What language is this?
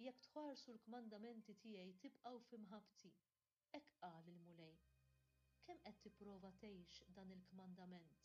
Maltese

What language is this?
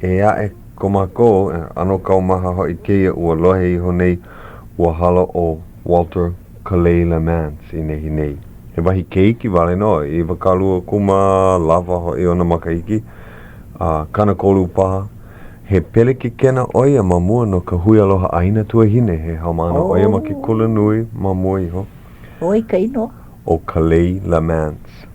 Hawaiian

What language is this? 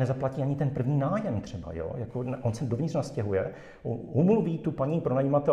Czech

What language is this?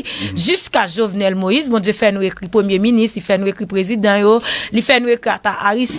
Haitian Creole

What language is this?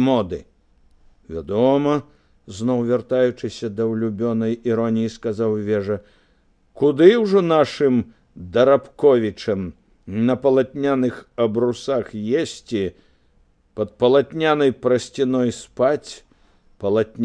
Belarusian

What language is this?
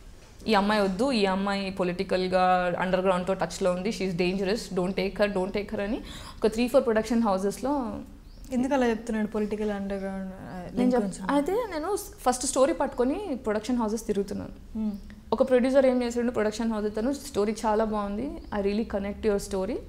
Telugu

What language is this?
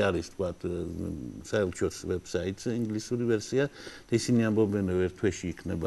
Georgian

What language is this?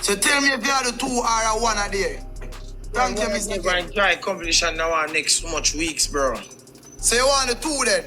Jamaican Creole English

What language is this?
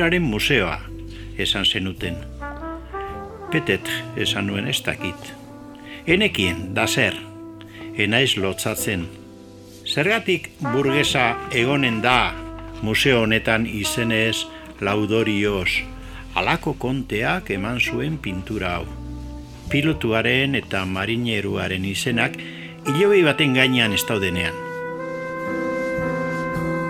Basque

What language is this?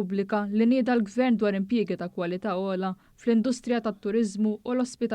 Maltese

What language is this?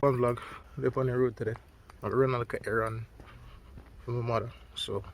Jamaican Creole English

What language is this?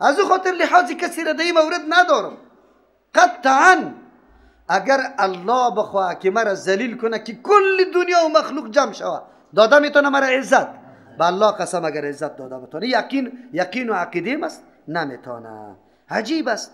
Persian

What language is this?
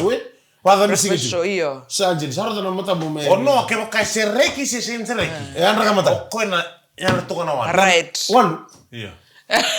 Fijian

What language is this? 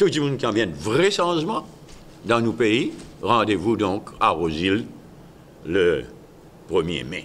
Morisyen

